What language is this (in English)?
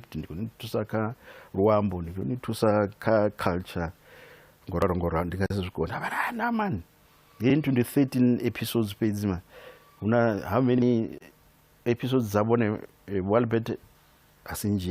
Venda